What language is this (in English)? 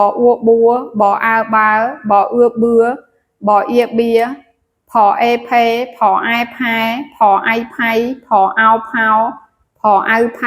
Khmer